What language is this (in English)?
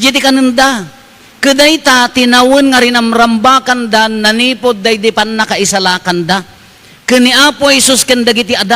Iloko